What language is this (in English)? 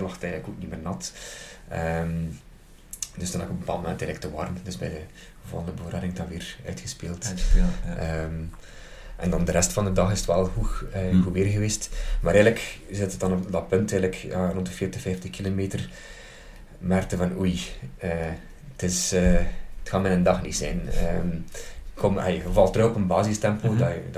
Dutch